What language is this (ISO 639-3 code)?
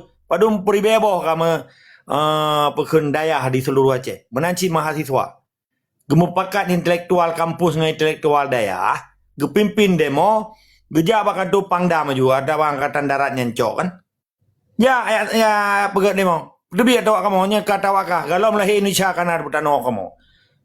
ace